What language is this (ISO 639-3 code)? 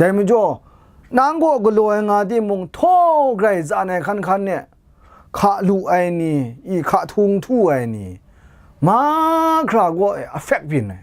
kac